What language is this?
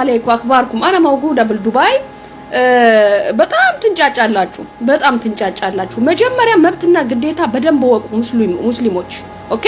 Amharic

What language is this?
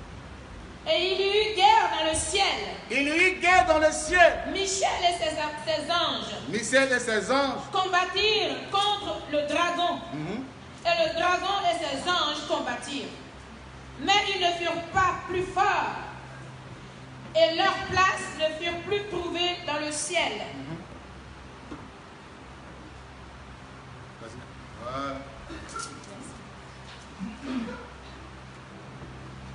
French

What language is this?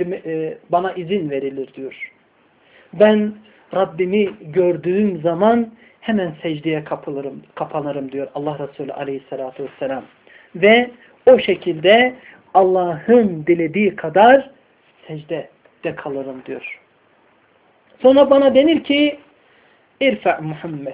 Turkish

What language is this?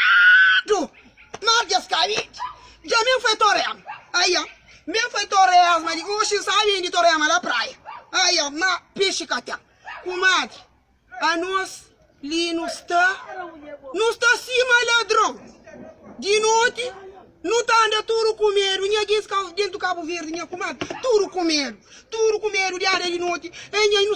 Kabuverdianu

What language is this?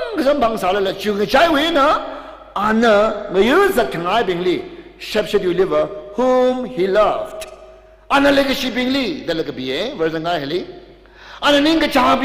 Tangkhul Naga (India)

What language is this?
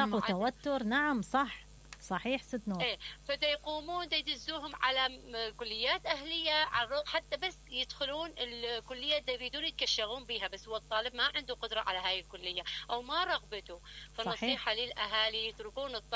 Mesopotamian Arabic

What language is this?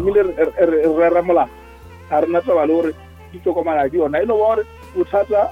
Northern Sotho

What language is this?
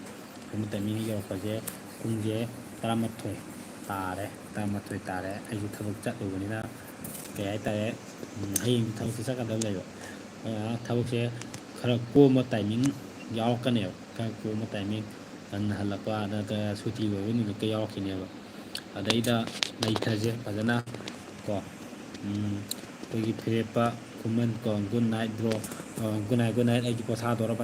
Manipuri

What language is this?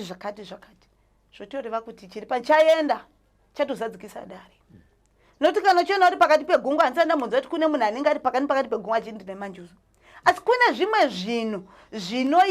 Shona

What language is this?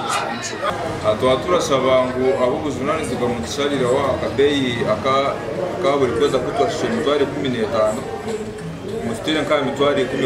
Nyankole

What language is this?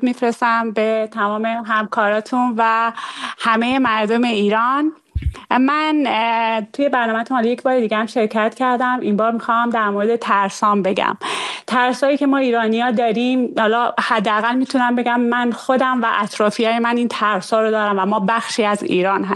Persian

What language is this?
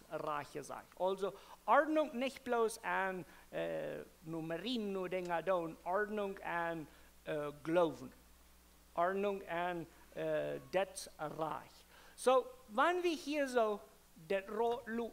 Plautdietsch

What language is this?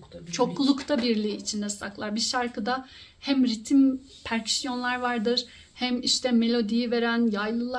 Turkish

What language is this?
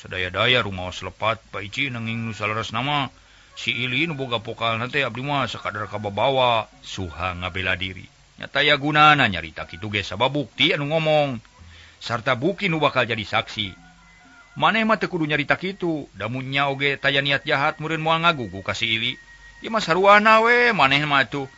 Sundanese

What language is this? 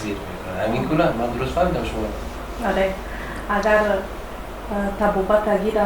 Tajik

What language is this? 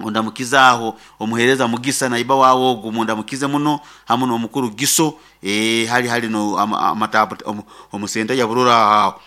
Nyoro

